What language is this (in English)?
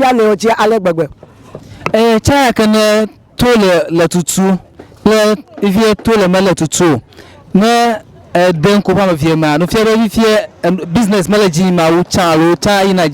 Ewe